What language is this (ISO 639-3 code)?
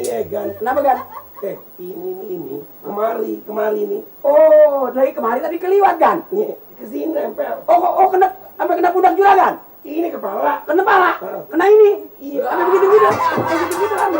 bew